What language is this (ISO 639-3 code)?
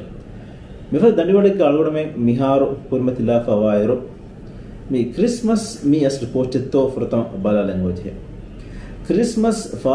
div